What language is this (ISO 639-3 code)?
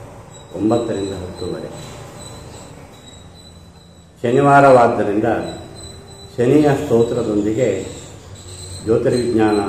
kan